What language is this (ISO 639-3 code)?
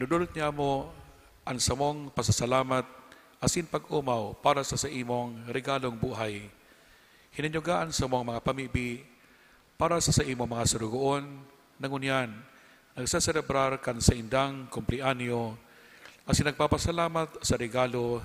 bik